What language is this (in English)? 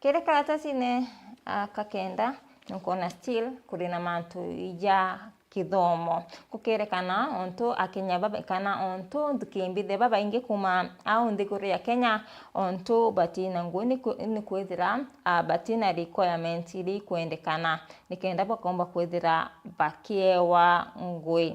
Meru